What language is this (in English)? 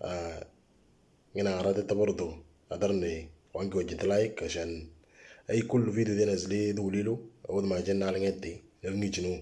Moro